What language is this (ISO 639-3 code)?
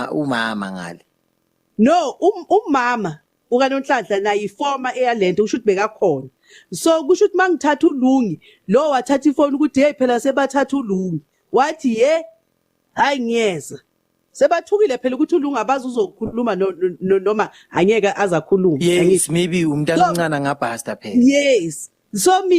zul